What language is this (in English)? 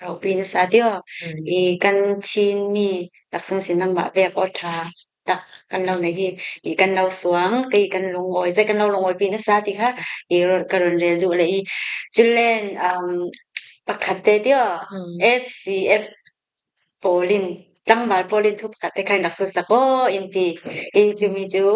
Falam Chin